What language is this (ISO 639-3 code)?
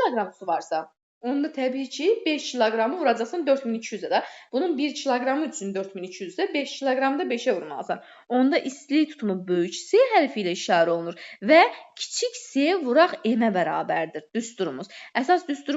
aze